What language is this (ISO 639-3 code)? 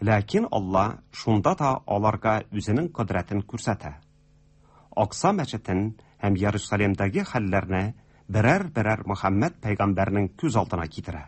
tat